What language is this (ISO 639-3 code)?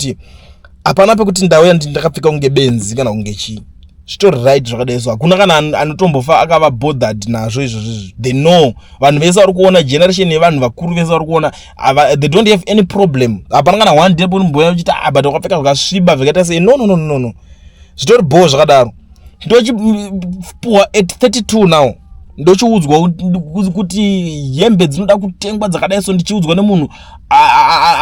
sna